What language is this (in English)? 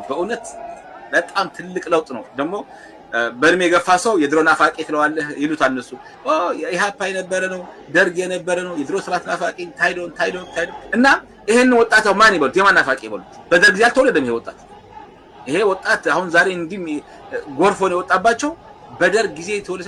Amharic